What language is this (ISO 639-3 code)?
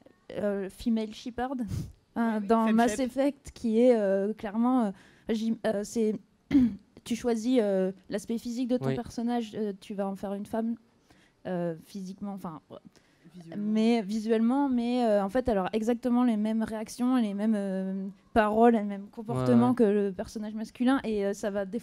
fra